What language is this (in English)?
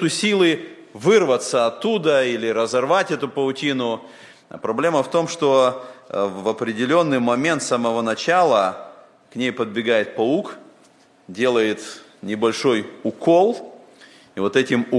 Russian